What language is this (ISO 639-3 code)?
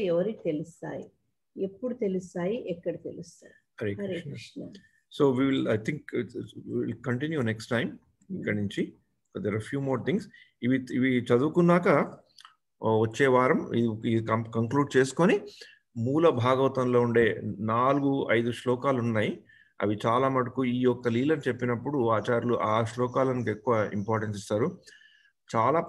tel